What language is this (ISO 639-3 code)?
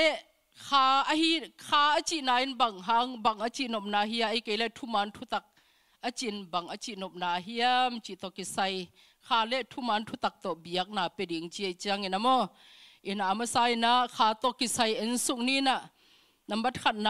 ctd